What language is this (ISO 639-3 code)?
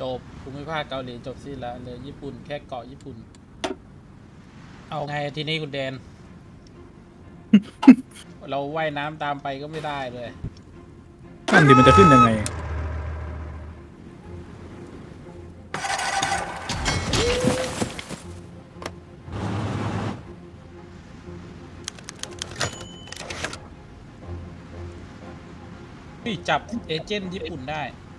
tha